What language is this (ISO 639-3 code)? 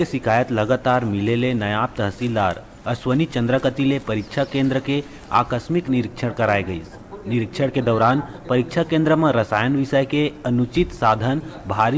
hne